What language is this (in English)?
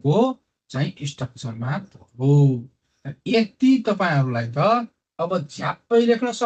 Nepali